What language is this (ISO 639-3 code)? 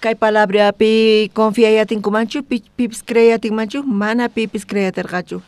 quh